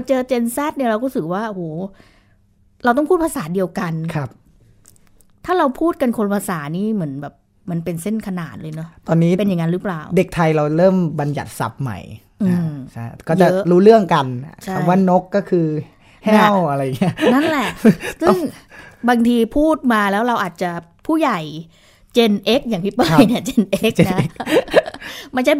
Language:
Thai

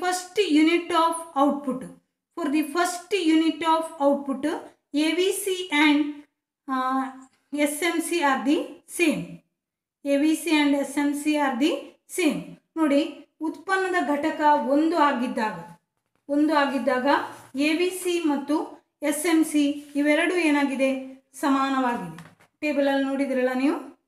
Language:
Kannada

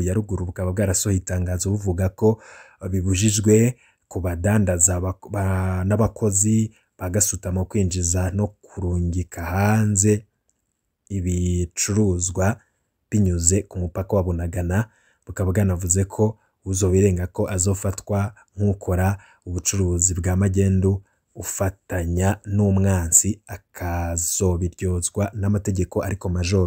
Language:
Rundi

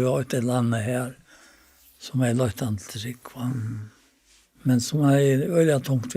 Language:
Faroese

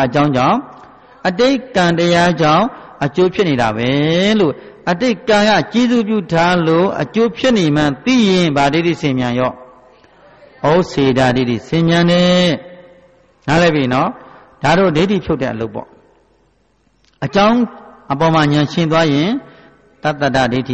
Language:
Burmese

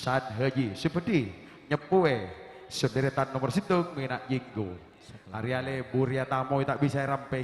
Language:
Madurese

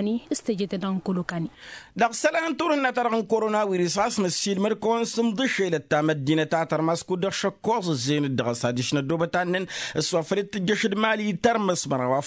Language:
Tamasheq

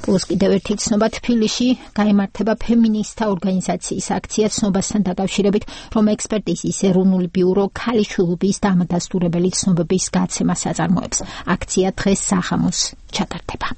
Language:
Georgian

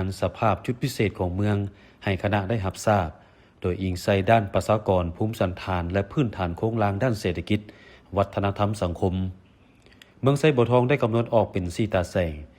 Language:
Lao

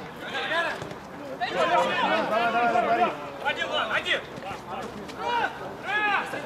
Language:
Russian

